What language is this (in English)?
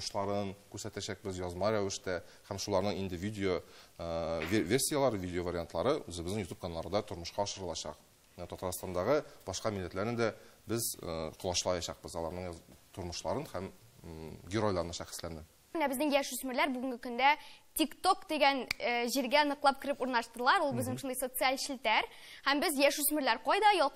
Tatar